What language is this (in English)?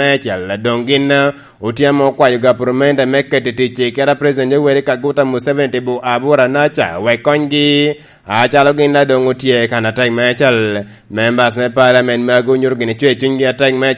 Lango (Uganda)